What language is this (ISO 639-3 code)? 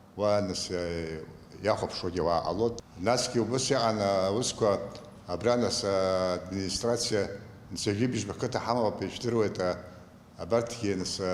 abk